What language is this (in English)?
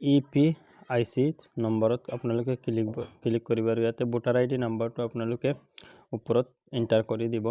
Assamese